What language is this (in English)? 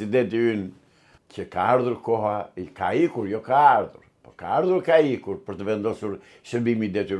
Albanian